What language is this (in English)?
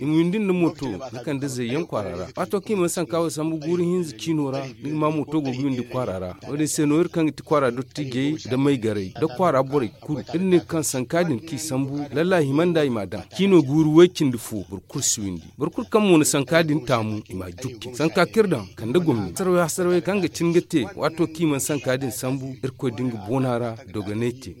Zarma